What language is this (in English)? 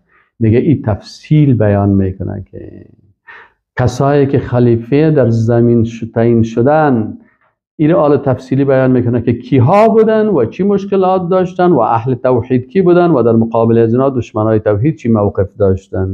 Persian